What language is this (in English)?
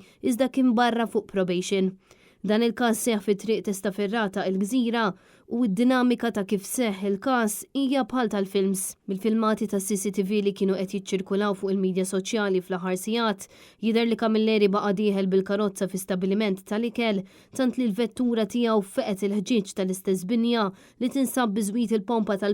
Maltese